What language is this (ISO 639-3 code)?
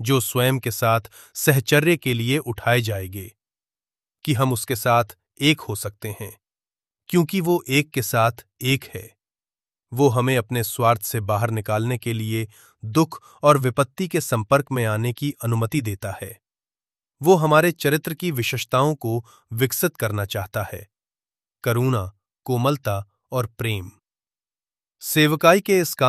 hin